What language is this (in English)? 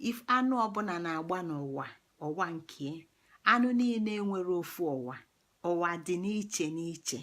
Igbo